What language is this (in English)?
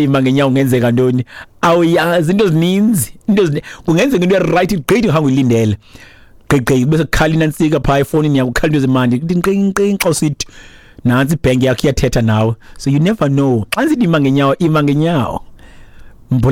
Xhosa